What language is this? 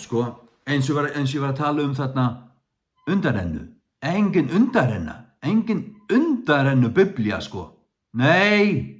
Faroese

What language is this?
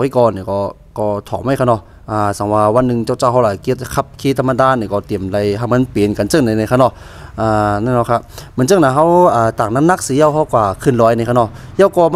Shan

